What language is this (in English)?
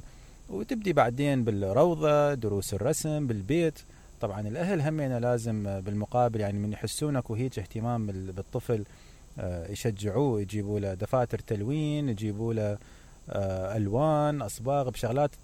Mesopotamian Arabic